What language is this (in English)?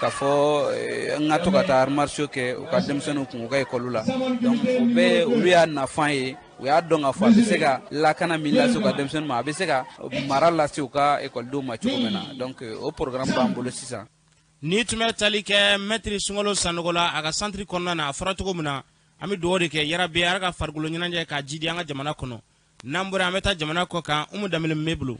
Bambara